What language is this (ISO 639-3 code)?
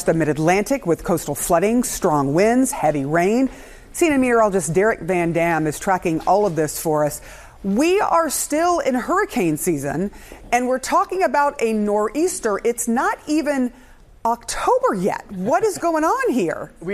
eng